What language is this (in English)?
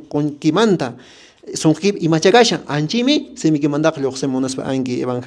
Quechua